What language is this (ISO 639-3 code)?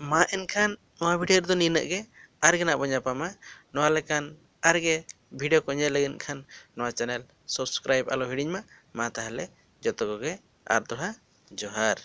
sat